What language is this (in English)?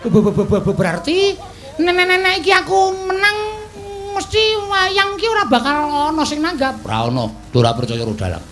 Javanese